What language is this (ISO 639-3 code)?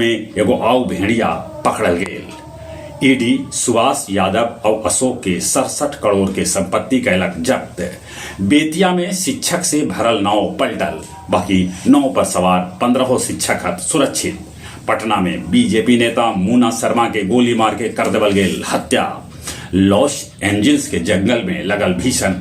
mag